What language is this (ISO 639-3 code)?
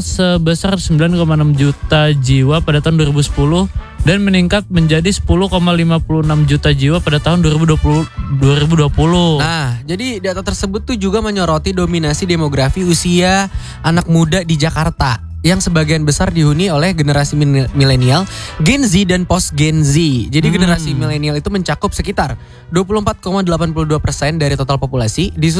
ind